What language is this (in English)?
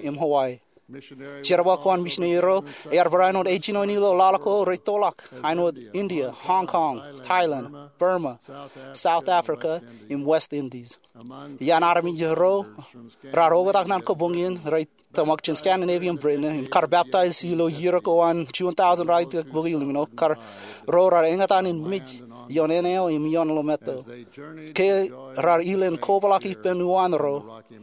Marshallese